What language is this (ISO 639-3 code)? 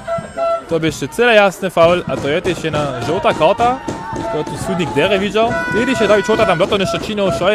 hsb